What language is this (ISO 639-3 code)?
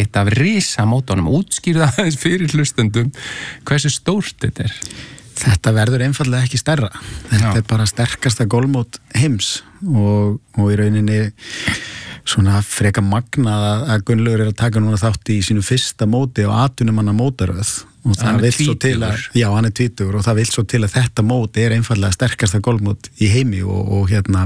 isl